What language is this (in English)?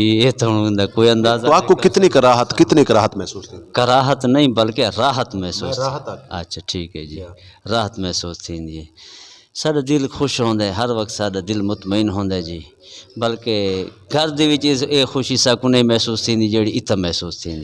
Saraiki